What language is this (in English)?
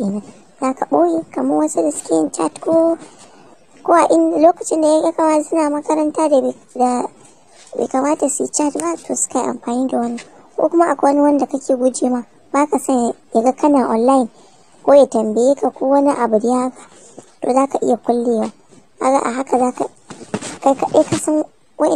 Hausa